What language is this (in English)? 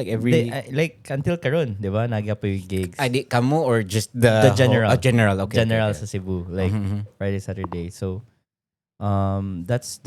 Cebuano